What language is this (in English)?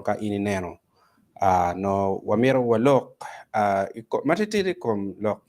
Acoli